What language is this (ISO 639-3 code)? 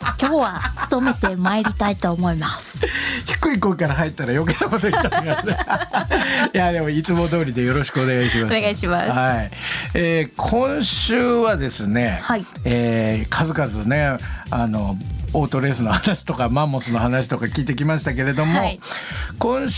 jpn